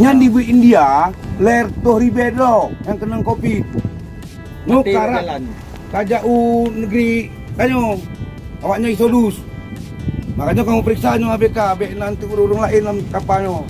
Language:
Achinese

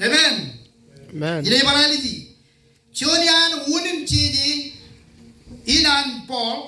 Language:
Marshallese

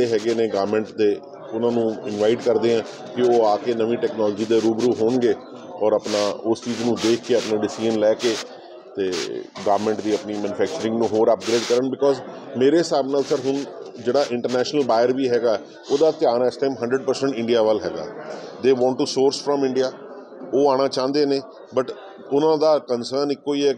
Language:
Punjabi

